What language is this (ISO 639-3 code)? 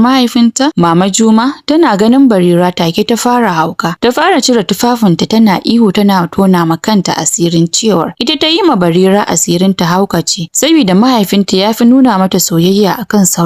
hau